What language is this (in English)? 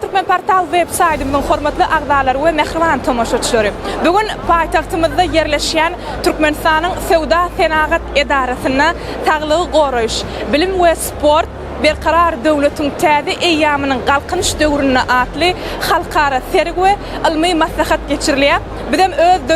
Turkmen